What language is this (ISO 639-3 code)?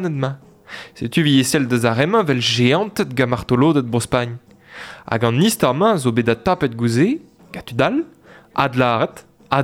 bre